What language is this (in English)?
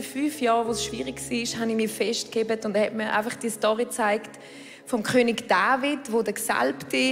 Swiss German